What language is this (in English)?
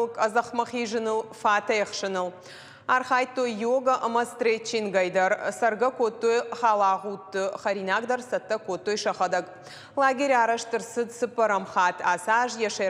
Ossetic